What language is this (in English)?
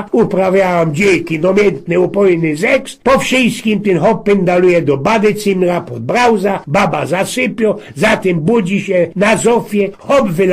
Silesian